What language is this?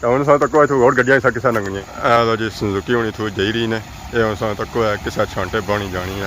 Pahari-Potwari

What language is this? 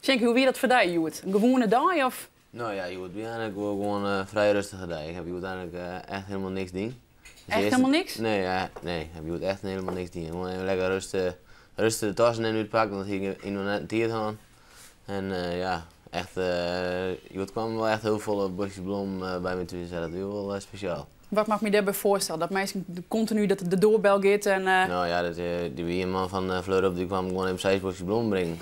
Western Frisian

